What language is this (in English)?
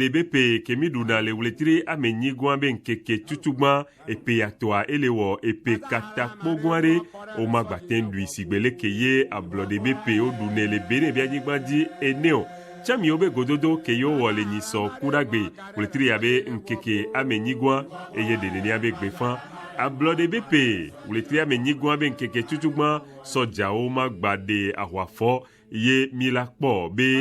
Ewe